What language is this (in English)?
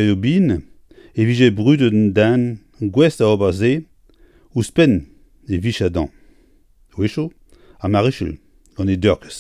Breton